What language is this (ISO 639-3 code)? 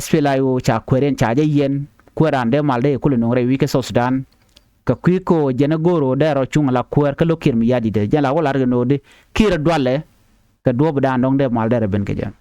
nus